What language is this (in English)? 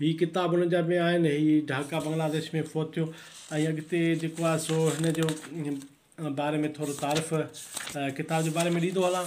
Sindhi